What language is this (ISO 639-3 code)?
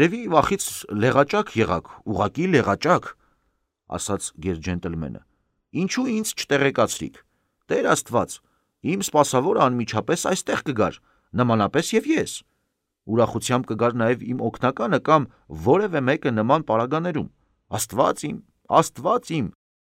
hye